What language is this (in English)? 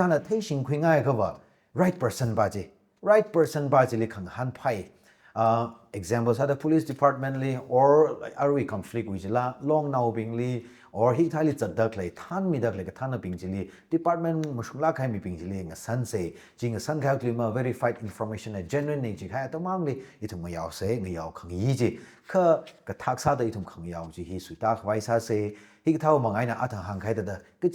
Tangkhul Naga (India)